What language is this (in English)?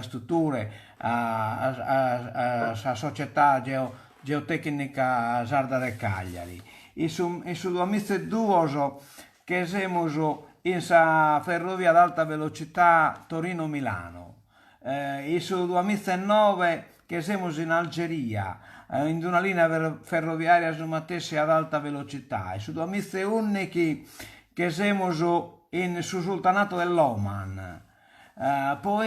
Sardinian